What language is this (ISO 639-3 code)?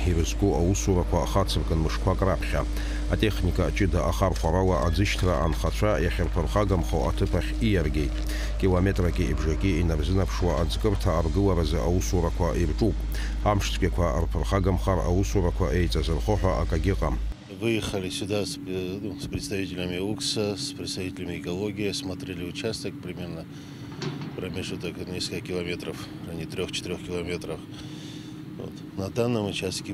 abk